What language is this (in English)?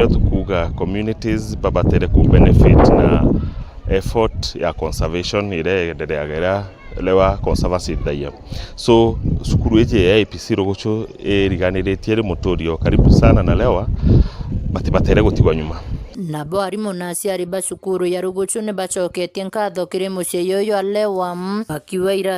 Meru